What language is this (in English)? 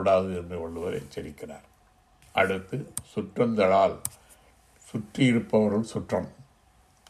Tamil